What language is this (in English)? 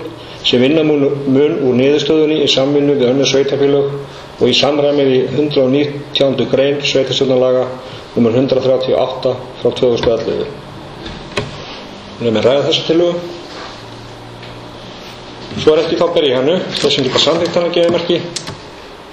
Icelandic